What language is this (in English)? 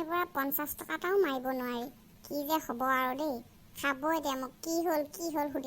Assamese